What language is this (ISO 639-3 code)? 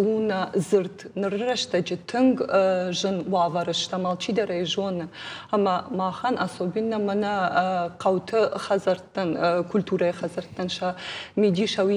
oss